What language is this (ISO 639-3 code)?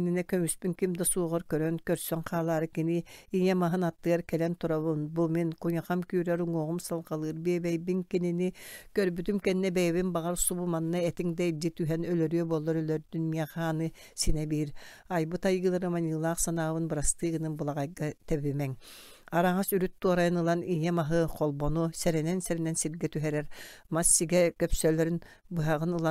sah